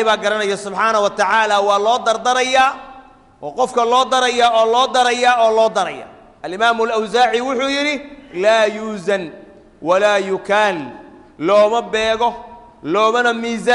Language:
Somali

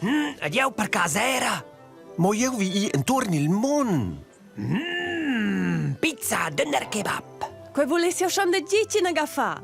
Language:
Romansh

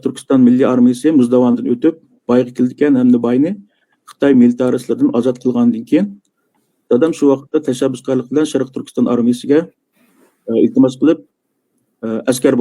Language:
Uyghur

